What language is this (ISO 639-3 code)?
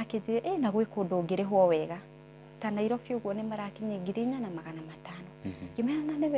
kik